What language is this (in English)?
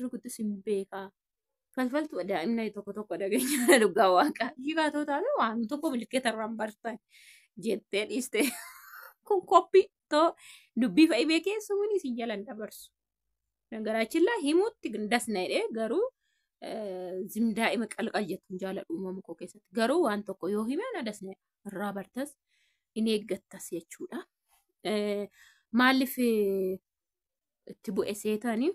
Oromo